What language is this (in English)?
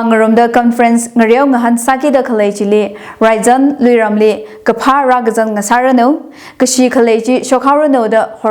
Tangkhul Naga (India)